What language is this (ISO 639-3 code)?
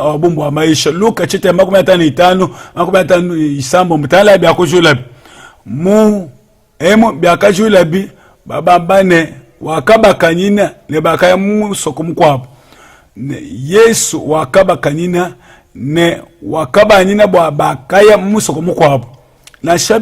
lua